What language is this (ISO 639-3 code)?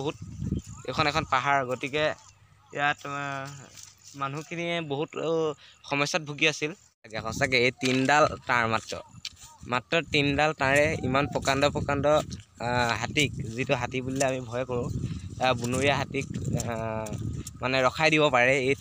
asm